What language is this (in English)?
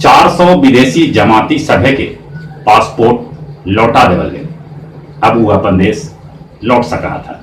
Magahi